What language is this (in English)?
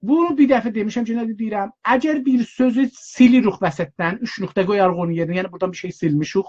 South Azerbaijani